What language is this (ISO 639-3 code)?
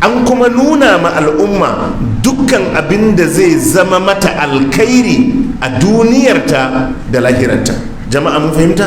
hau